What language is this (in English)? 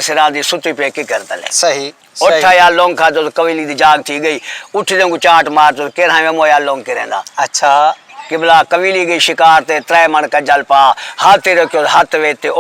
Saraiki